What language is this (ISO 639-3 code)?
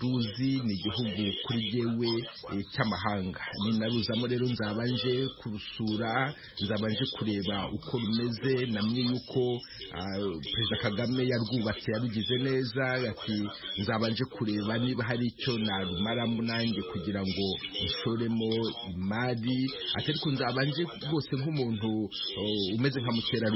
kin